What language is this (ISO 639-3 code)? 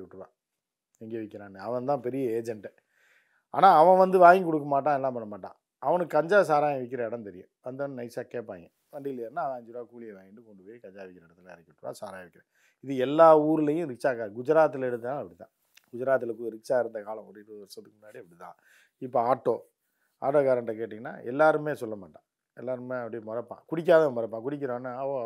tam